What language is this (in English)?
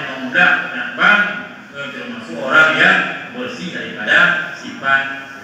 Achinese